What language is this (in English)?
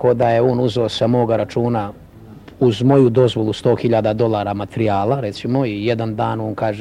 Serbian